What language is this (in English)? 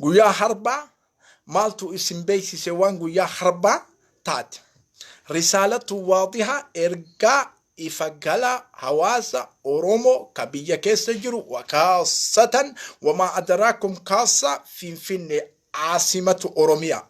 Oromo